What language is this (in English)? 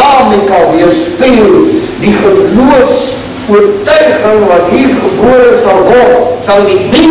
Afrikaans